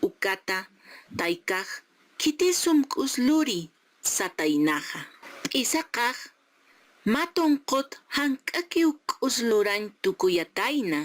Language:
Aymara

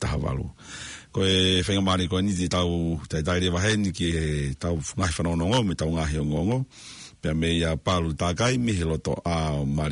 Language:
Tongan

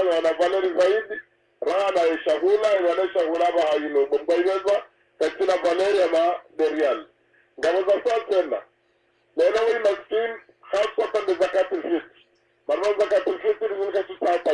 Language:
Swahili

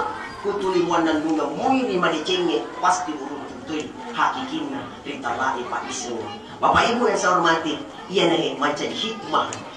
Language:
Buginese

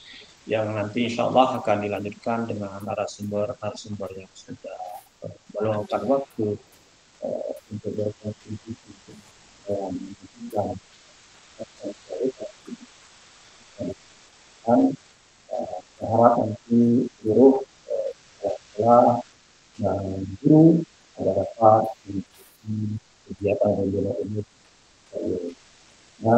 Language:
Indonesian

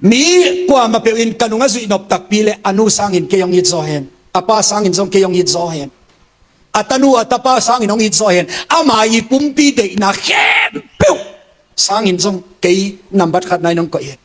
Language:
Tedim Chin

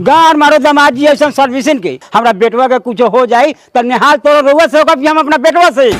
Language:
Magahi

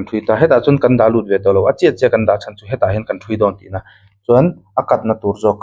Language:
Mizo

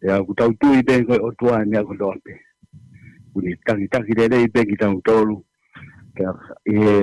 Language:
Tongan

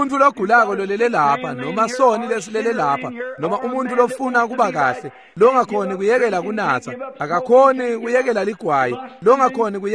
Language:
Swati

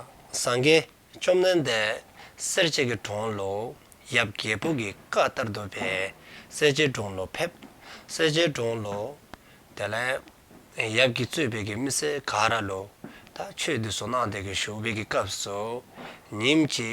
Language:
Dzongkha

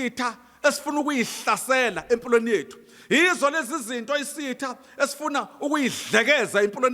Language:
Zulu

